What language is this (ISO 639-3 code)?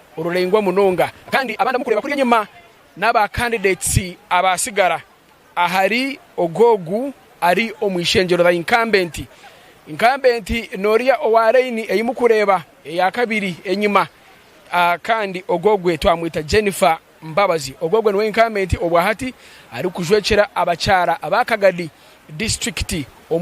nyn